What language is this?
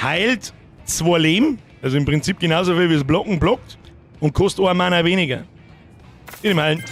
Bavarian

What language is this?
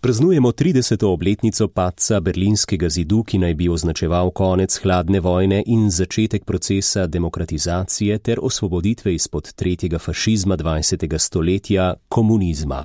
Slovenian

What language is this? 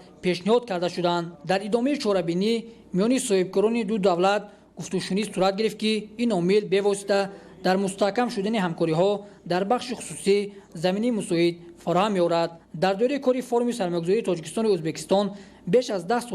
Tajik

